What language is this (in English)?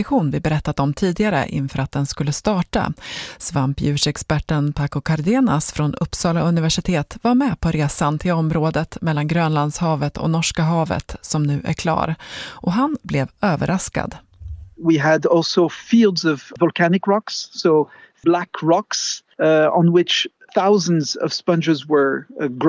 Swedish